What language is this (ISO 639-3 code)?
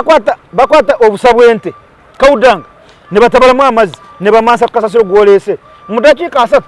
lug